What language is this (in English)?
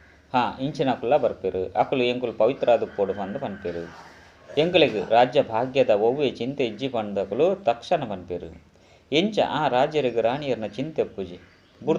Tulu